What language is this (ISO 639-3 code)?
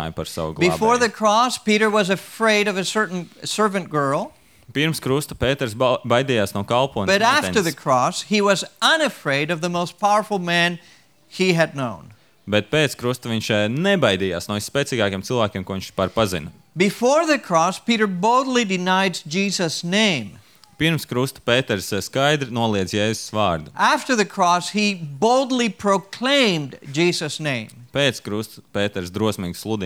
lav